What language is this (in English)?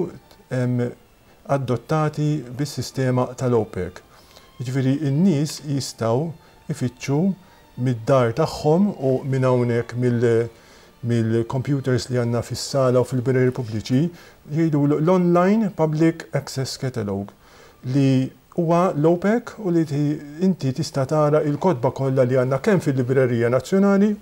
Maltese